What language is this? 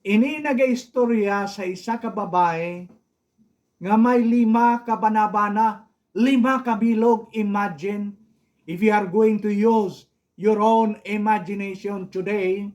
Hiligaynon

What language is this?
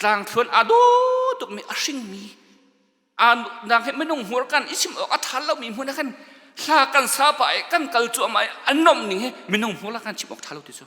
Hakha Chin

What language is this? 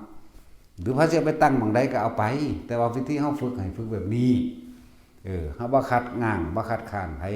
Northeastern Thai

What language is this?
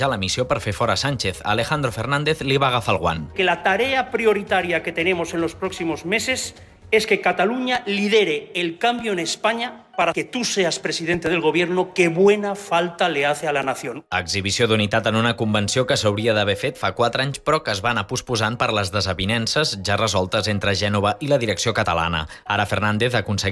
Catalan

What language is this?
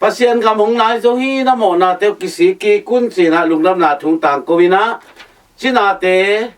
Tedim Chin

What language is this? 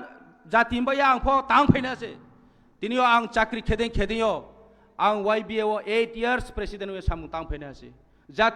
Kok Borok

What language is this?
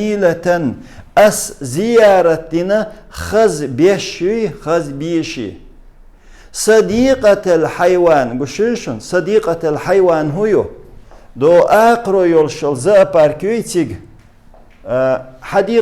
Chechen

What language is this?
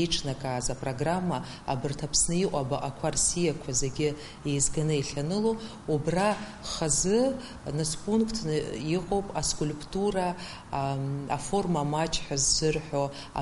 Abkhazian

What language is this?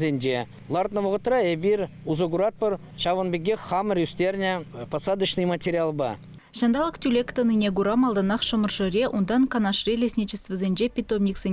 Chuvash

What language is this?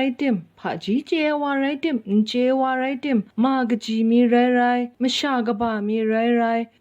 Kachin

